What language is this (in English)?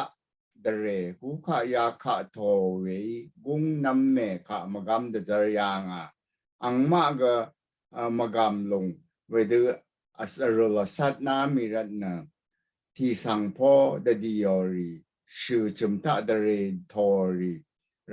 Rawang